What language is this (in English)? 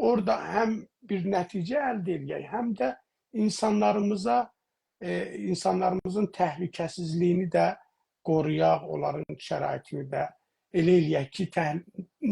South Azerbaijani